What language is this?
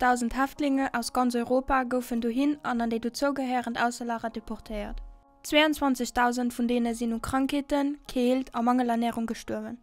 Luxembourgish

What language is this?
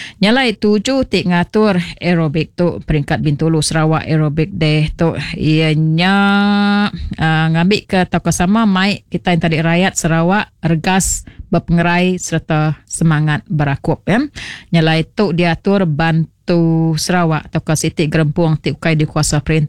Iban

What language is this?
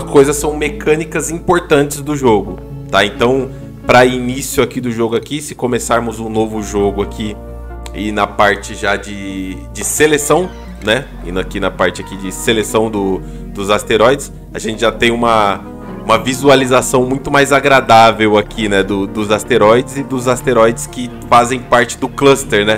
Portuguese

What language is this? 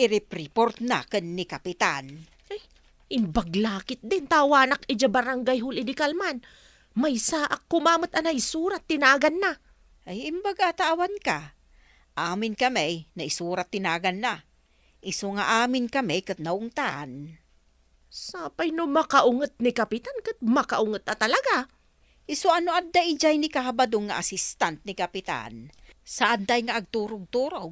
Iloko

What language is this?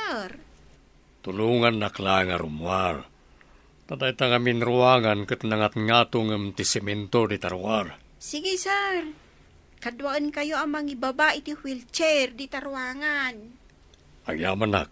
Iloko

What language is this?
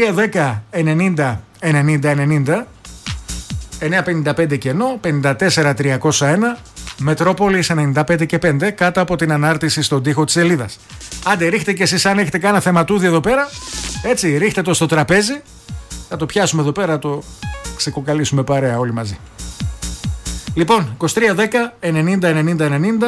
Greek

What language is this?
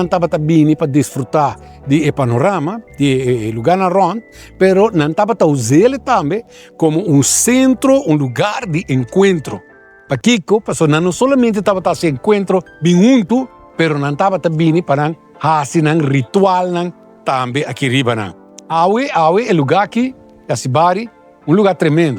Papiamento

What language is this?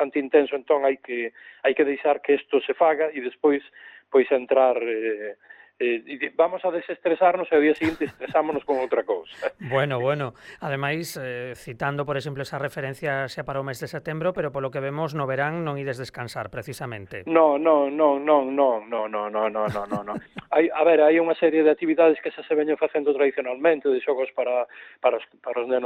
Galician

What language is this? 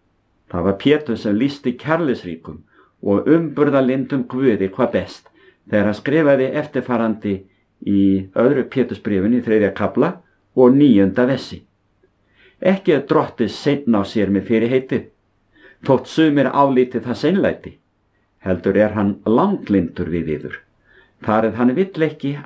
Icelandic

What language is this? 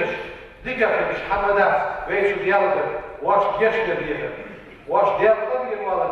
Ingush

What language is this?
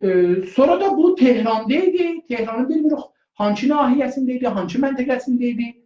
South Azerbaijani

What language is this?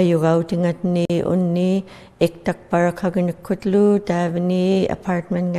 Inuktitut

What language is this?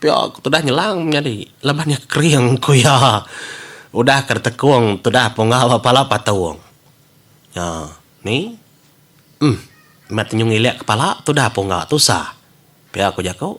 Iban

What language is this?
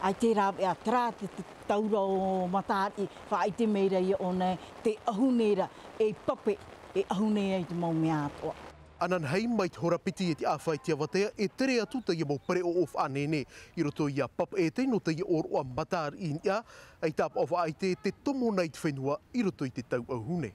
Tahitian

